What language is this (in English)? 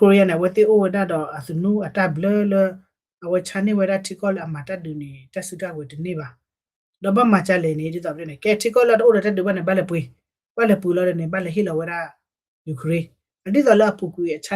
S'gaw Karen